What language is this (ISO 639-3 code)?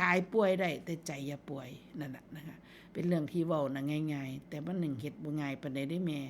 tts